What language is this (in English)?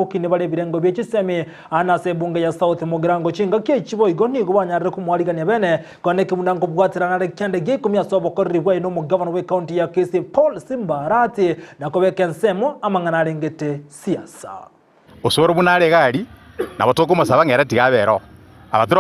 Gusii